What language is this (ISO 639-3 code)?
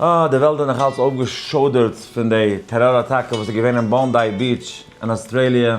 yid